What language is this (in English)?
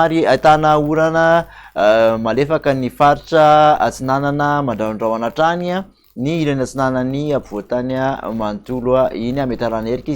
Malagasy